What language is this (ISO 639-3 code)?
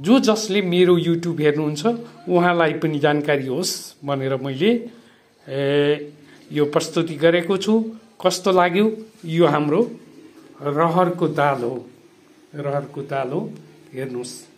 nep